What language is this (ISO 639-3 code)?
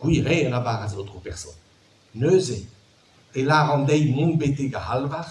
bre